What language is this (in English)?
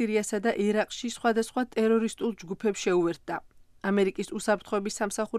Georgian